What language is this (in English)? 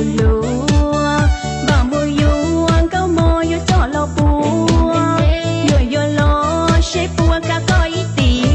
Hmong